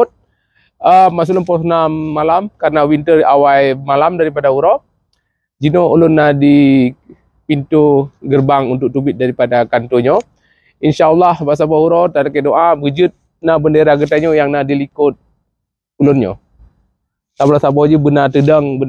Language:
Achinese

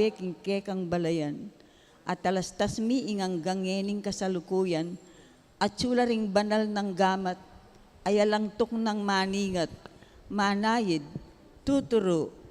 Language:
Pampanga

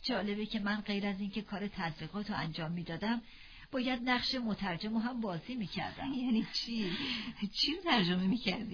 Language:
Persian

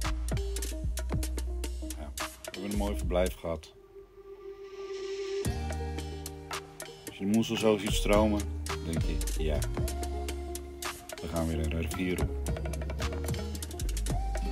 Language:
Dutch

